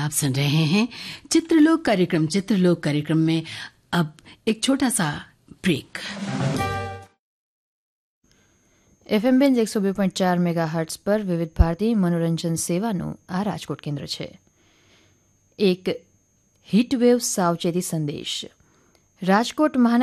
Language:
Gujarati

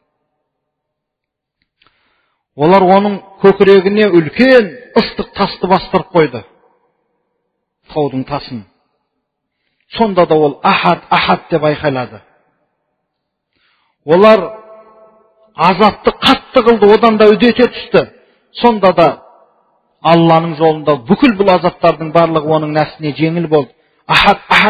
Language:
Kazakh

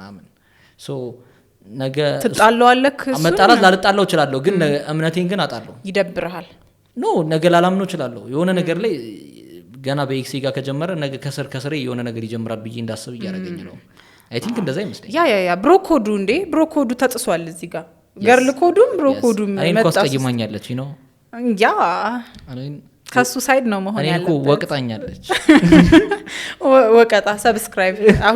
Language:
Amharic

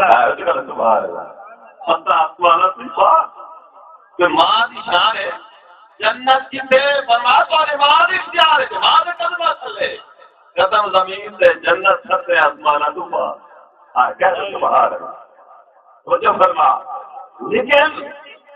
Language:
Saraiki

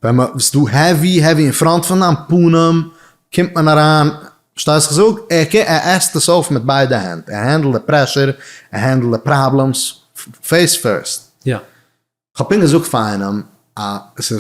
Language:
Yiddish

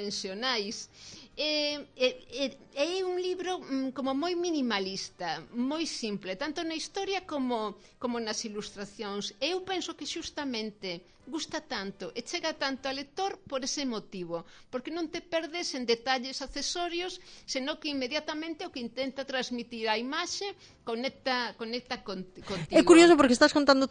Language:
Galician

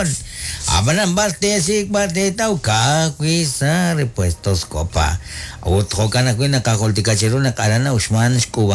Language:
Kekchí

